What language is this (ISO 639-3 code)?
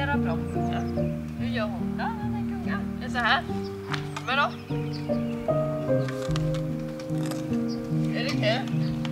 swe